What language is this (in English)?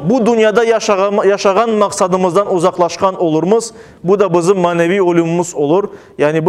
Crimean Tatar